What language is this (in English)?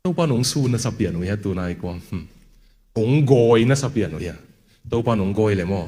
Tedim Chin